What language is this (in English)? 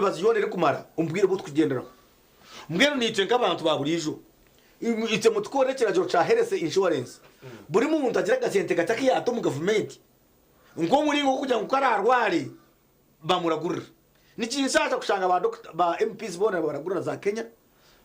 Nyankole